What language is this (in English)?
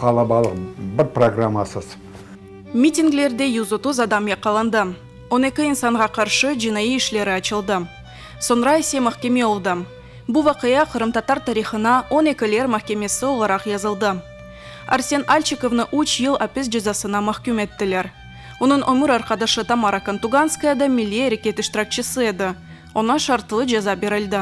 Crimean Tatar